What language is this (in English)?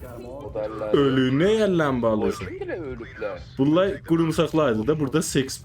South Azerbaijani